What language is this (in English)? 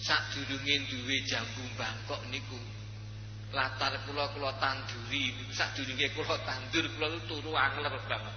Javanese